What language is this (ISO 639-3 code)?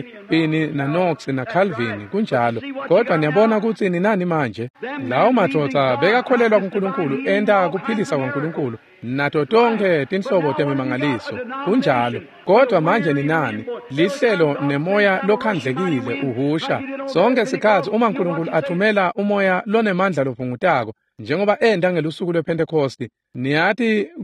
ssw